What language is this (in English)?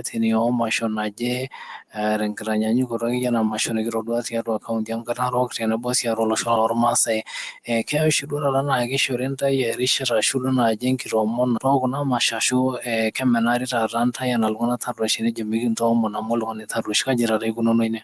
Masai